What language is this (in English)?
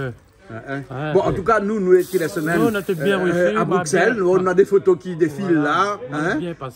Réunion Creole French